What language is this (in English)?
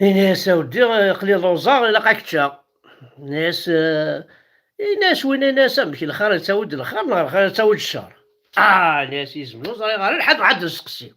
Kabyle